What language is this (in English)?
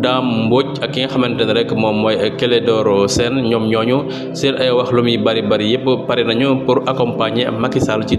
Wolof